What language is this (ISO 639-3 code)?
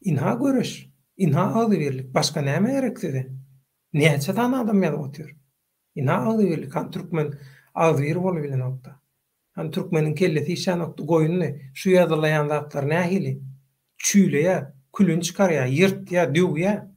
tuk